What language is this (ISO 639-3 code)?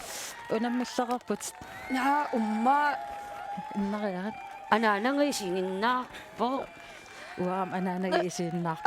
kal